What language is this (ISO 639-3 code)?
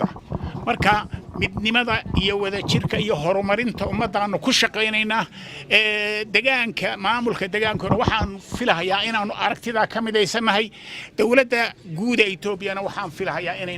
som